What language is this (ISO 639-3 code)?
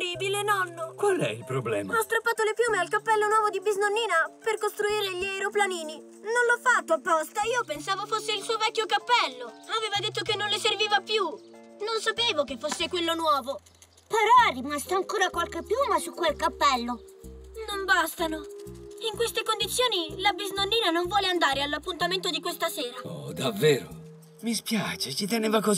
ita